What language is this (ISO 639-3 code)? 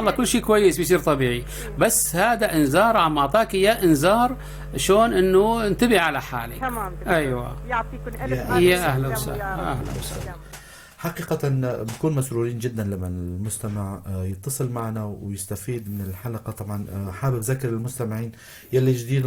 apc